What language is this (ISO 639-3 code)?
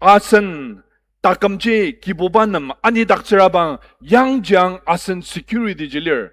njo